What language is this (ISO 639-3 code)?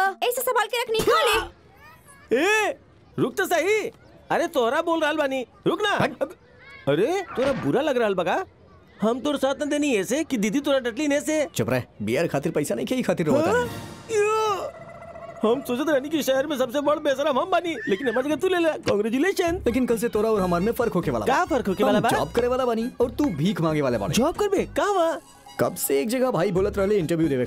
bho